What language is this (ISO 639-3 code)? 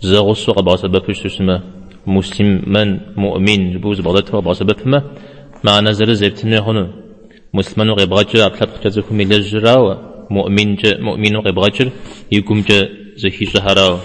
kbd